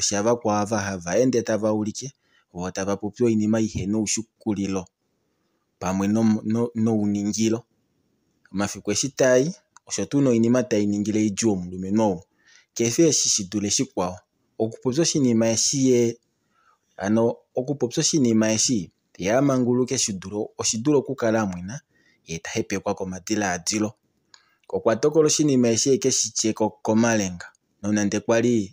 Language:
Kuanyama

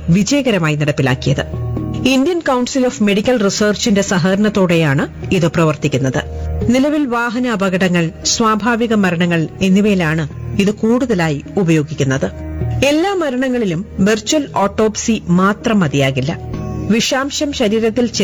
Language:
Malayalam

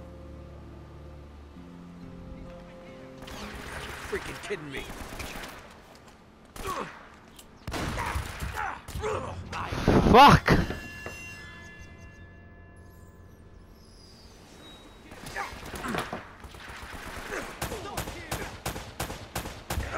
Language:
English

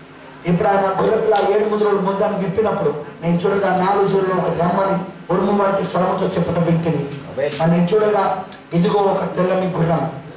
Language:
Telugu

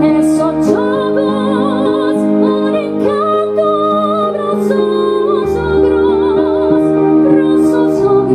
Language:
Sardinian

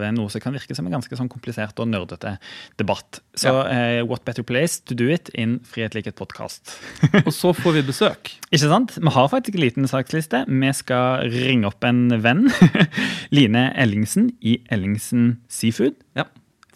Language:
Norwegian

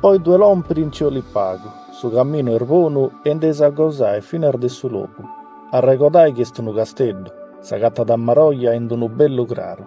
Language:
Sardinian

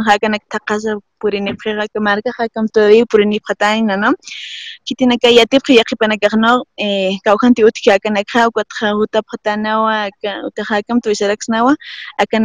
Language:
Aymara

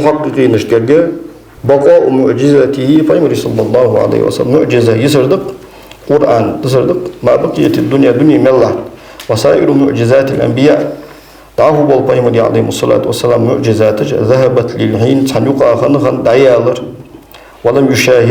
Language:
Ingush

